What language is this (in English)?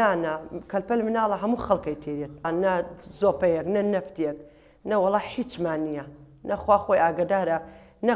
Central Kurdish